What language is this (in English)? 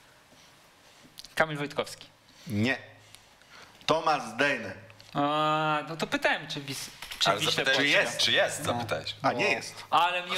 Polish